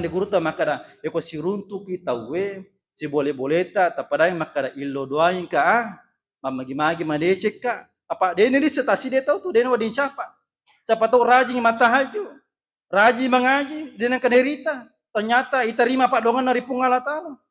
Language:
Buginese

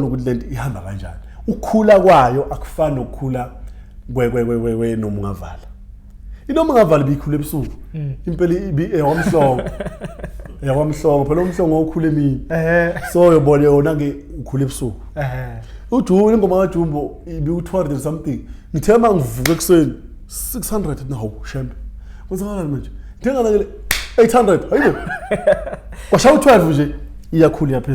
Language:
Zulu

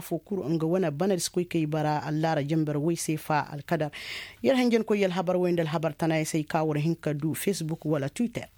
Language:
Koyraboro Senni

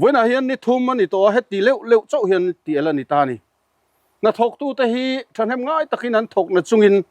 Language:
Mizo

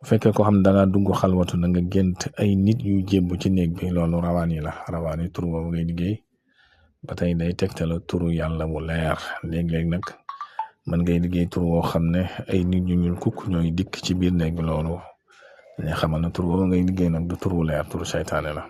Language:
Wolof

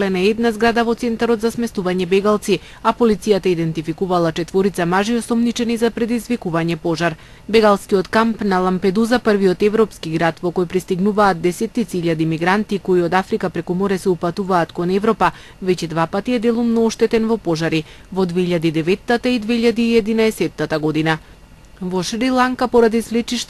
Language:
Macedonian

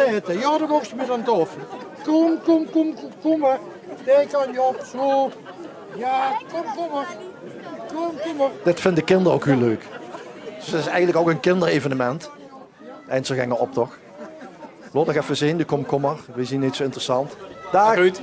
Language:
Limburgish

